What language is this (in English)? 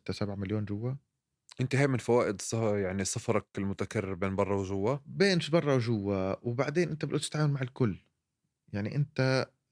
North Levantine Arabic